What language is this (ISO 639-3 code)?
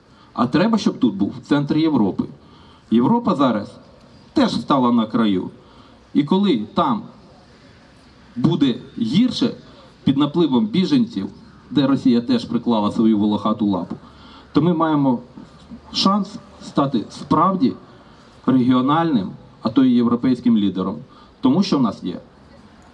ukr